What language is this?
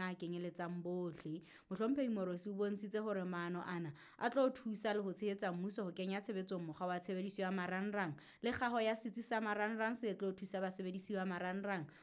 Southern Sotho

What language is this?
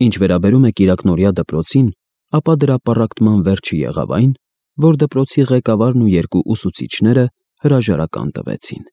Armenian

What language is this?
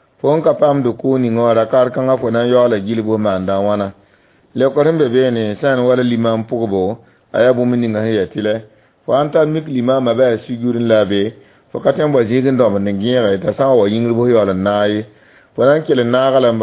Mossi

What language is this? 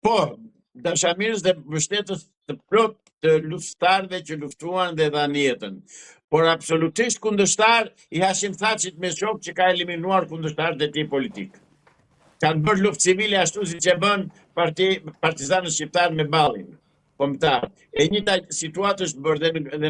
Albanian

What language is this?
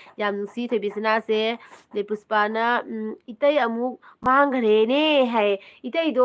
Manipuri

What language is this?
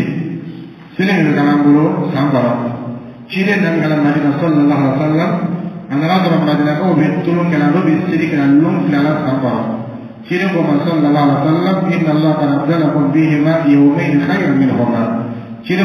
Dyula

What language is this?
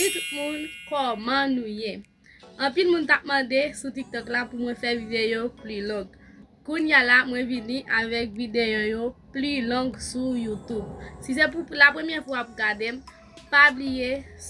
Haitian Creole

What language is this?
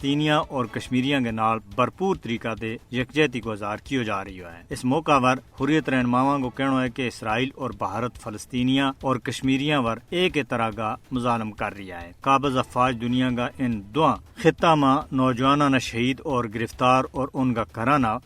Gujari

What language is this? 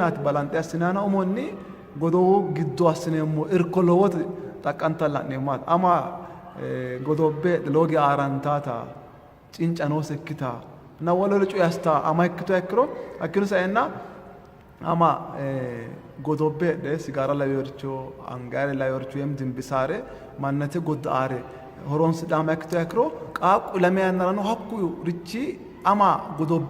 Sidamo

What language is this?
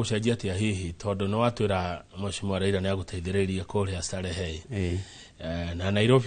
Kikuyu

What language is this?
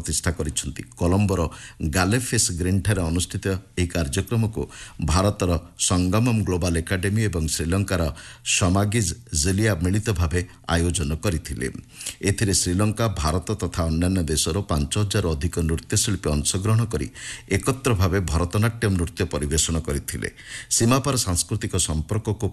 Odia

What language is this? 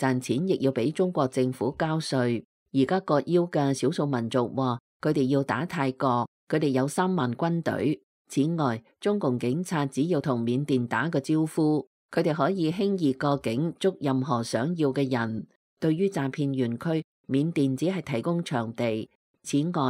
Cantonese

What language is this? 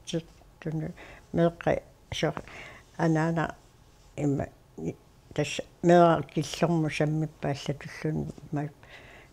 Kalaallisut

